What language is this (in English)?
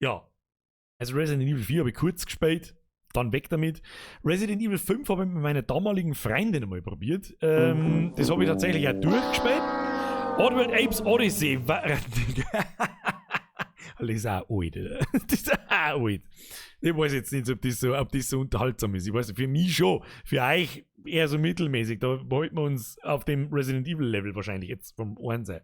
Bavarian